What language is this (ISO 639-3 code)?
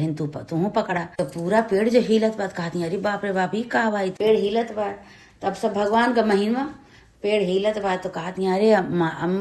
awa